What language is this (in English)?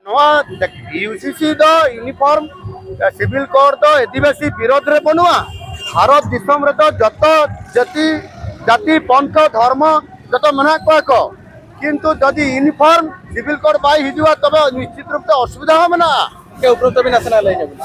Santali